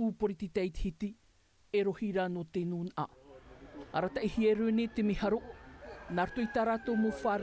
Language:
Tahitian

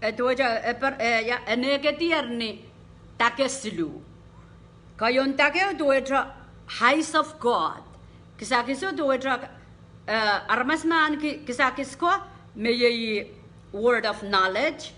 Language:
Pohnpeian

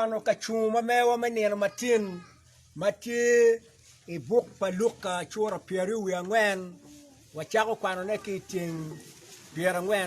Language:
Acoli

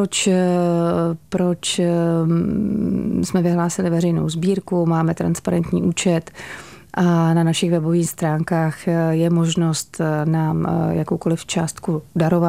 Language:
Czech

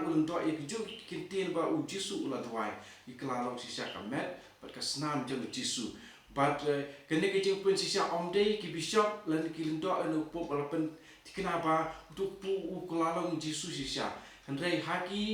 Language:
Khasi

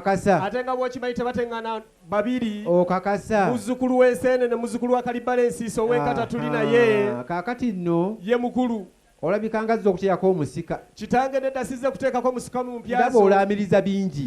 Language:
Ganda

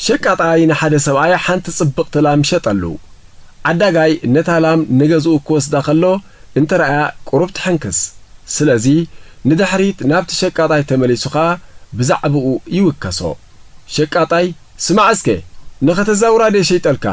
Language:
Tigrinya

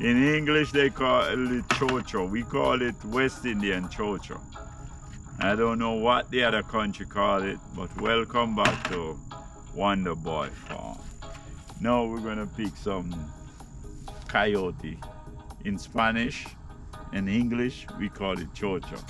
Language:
Jamaican Creole English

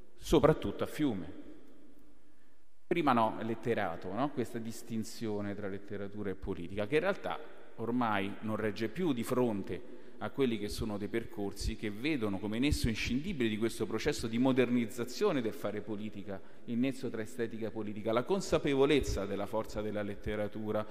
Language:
Italian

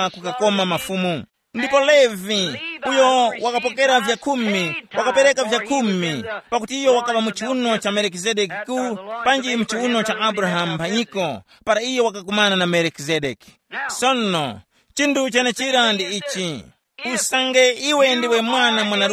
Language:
Tumbuka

